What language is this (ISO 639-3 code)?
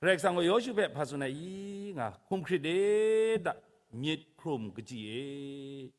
kac